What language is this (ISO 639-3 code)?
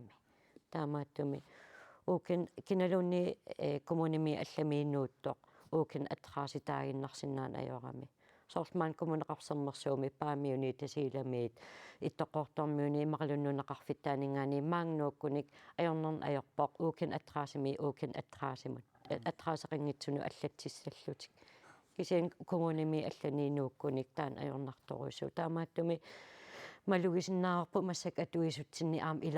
kal